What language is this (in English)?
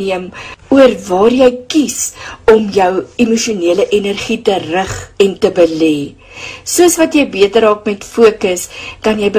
Afrikaans